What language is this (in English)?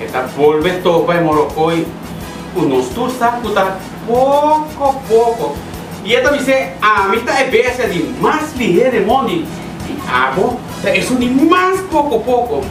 Papiamento